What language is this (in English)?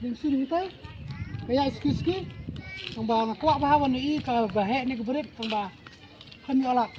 Khasi